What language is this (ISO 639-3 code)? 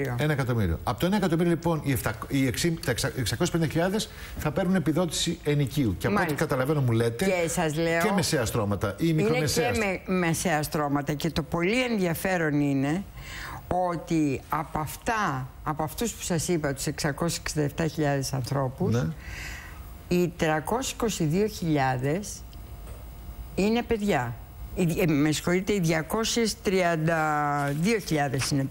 ell